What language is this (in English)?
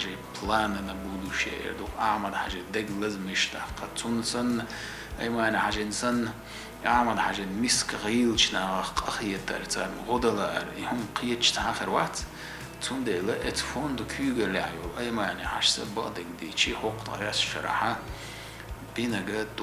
Chechen